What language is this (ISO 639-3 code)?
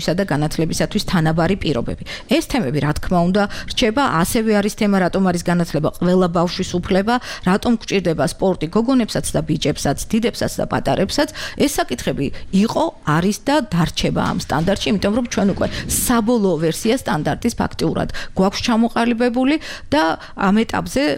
kat